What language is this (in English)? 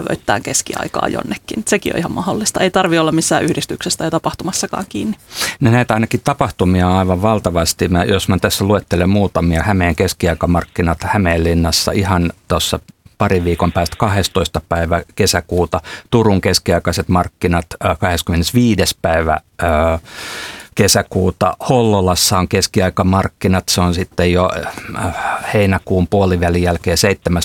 Finnish